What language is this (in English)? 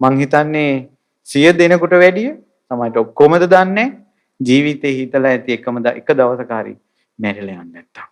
Sinhala